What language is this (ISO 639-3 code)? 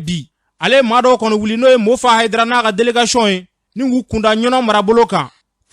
bam